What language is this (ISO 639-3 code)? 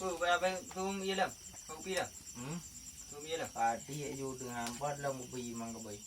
ace